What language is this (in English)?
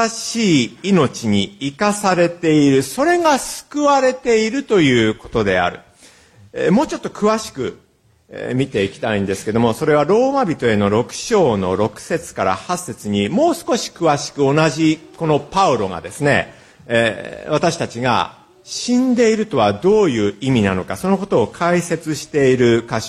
Japanese